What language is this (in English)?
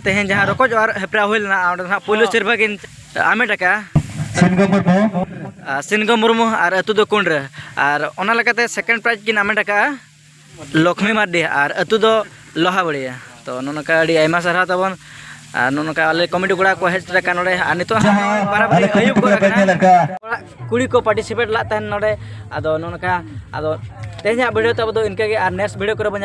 Santali